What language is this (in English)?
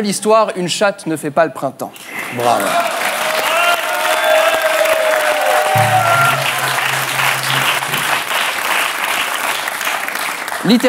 French